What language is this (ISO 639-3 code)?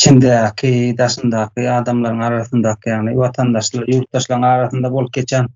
tuk